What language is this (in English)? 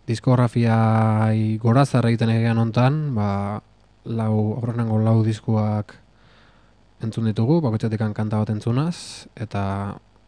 Basque